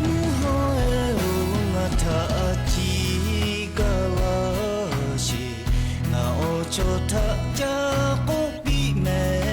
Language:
Lahu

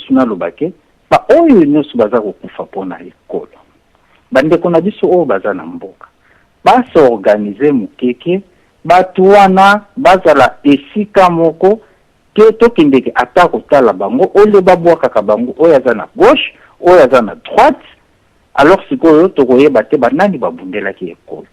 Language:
Lingala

